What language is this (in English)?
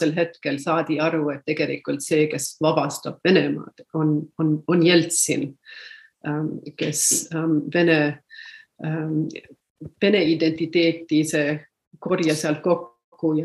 Estonian